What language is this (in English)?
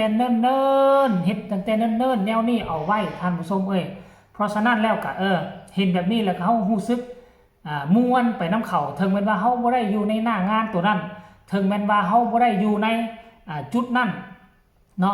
Northeastern Thai